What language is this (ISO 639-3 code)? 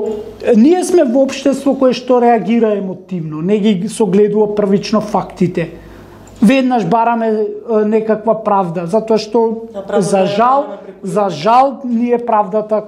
mkd